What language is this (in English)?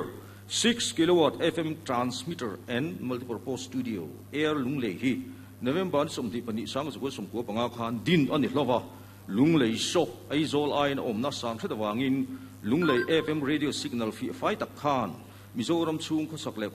Mizo